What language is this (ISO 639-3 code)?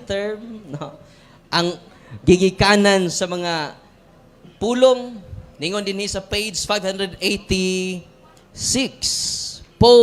ceb